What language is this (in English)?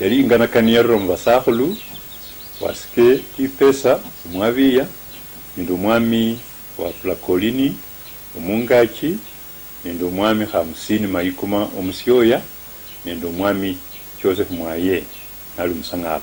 Luyia